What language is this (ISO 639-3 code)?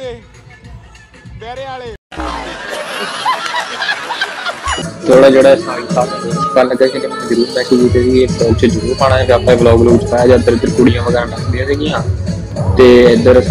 pan